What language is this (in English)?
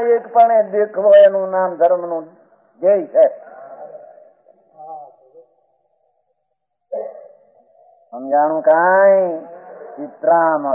Gujarati